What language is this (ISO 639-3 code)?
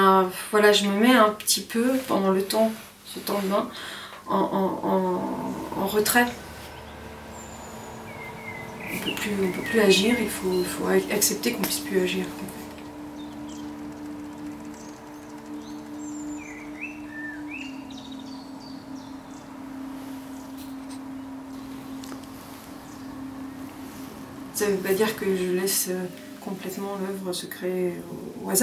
fra